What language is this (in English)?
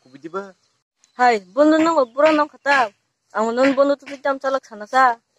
Kok Borok